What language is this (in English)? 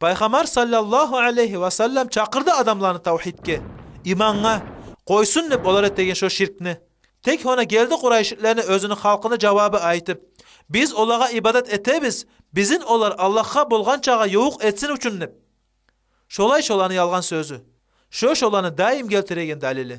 Kumyk